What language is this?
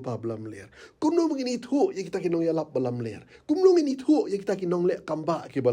Khasi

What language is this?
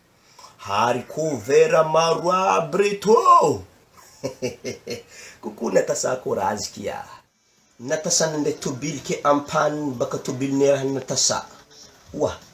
Malagasy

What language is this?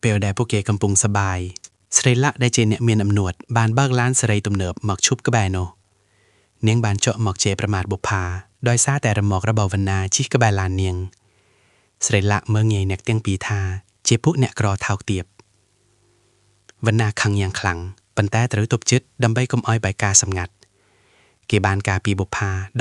Khmer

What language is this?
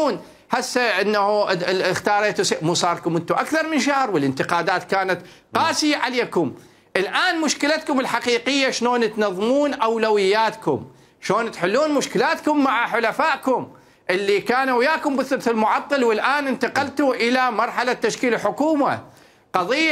Mesopotamian Arabic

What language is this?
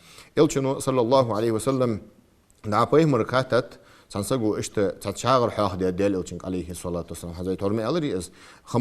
Ingush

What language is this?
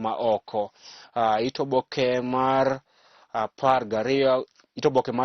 Luo (Kenya and Tanzania)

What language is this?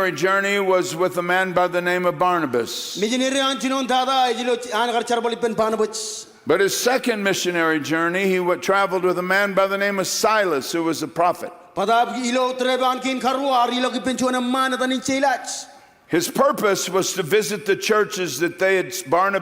Marshallese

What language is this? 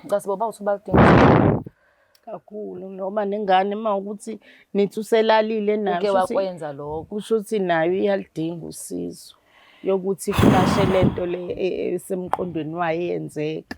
Zulu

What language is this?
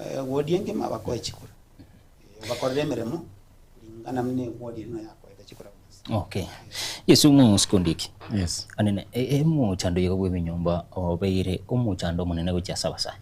Gusii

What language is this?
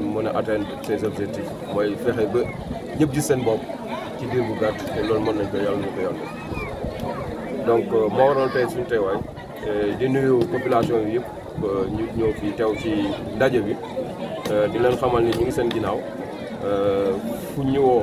Wolof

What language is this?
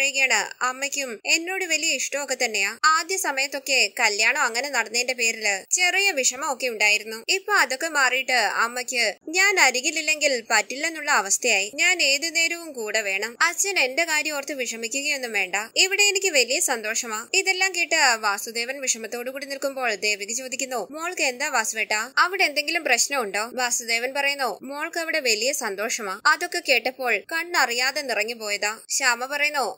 Malayalam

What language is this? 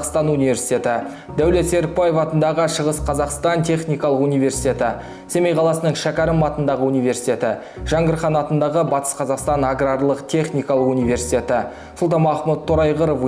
Kazakh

